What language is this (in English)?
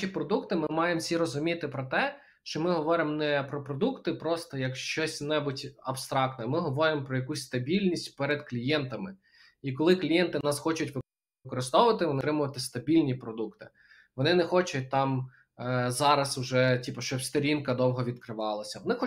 Ukrainian